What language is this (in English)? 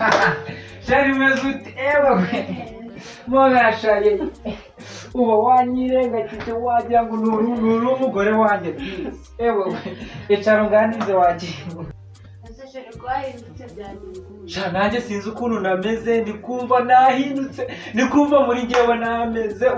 Kinyarwanda